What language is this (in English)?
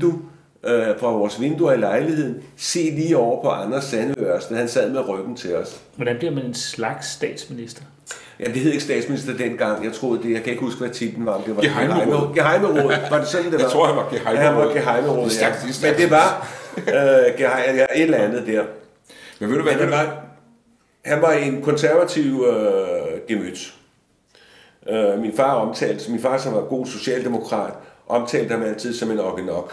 Danish